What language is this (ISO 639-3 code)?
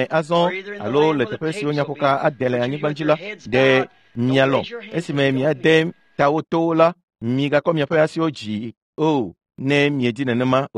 ewe